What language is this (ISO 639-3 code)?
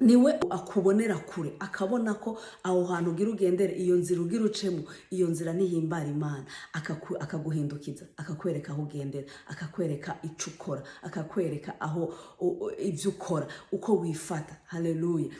run